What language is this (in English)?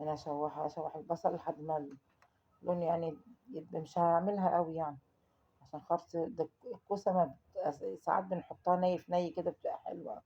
Egyptian Arabic